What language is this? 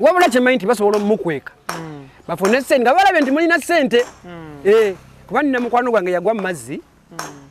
Ganda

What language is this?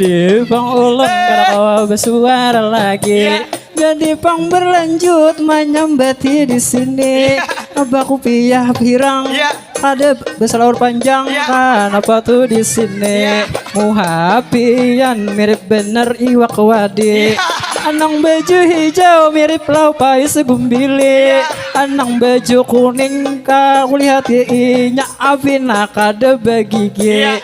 Banjar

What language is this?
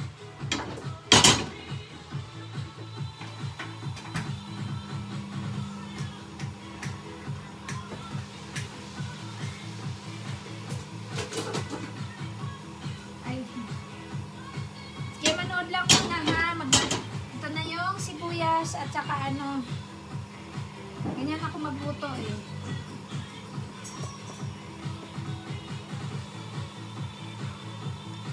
Filipino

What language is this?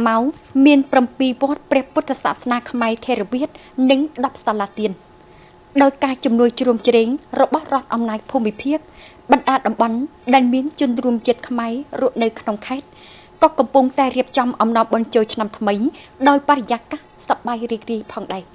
Khmer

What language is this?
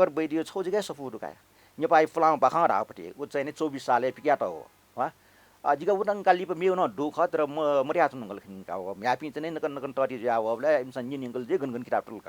Newari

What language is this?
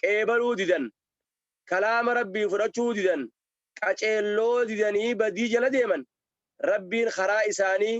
Oromo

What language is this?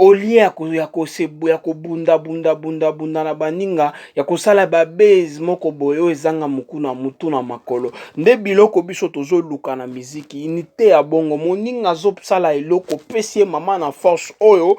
Lingala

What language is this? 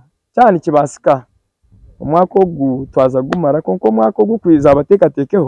Nyankole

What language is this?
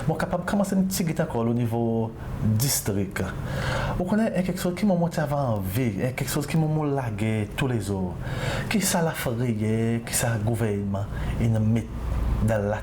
Seselwa Creole French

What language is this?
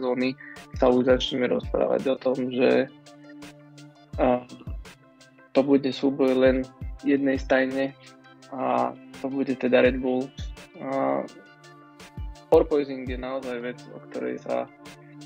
Slovak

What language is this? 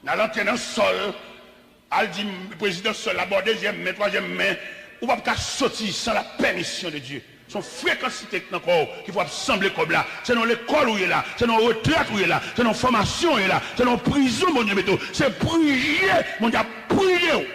Haitian Creole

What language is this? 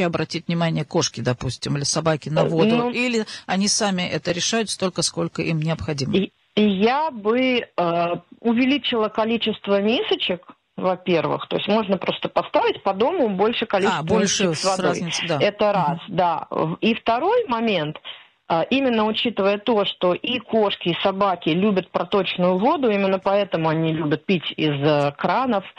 Russian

